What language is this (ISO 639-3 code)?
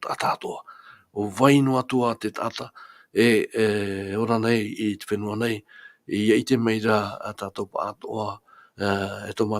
tah